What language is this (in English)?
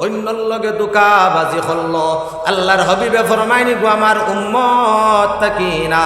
Sylheti